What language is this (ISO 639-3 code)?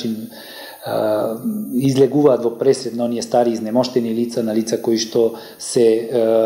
mkd